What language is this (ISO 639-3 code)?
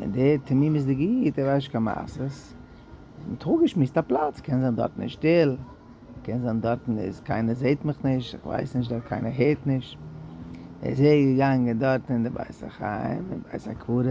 yid